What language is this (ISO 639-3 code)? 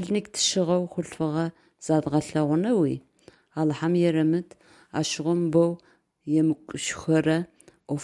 ady